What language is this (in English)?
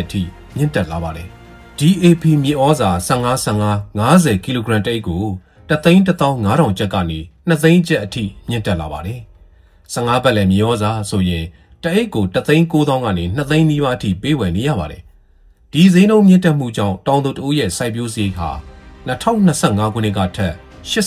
Burmese